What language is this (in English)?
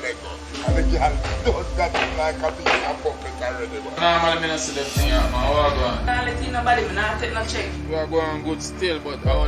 Jamaican Creole English